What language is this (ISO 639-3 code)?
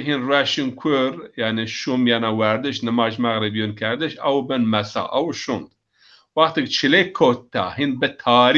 zza